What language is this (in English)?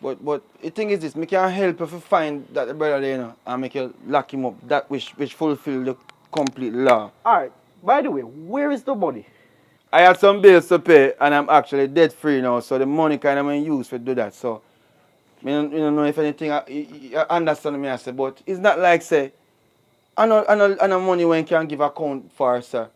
Jamaican Creole English